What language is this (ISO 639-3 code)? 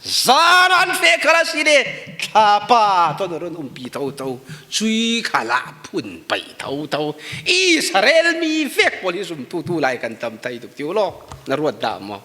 cfm